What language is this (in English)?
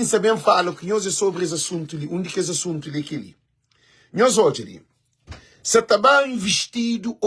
Kabuverdianu